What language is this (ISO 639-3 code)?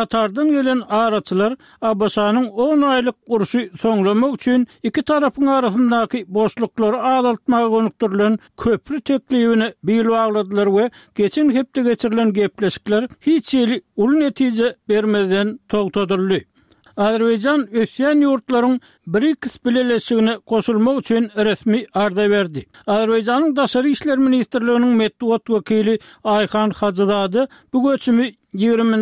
tuk